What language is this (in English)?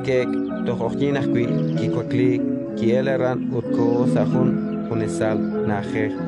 Kekchí